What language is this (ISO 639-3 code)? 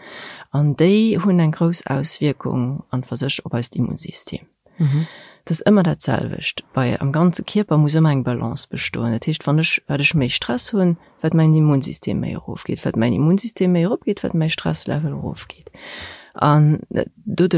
ltz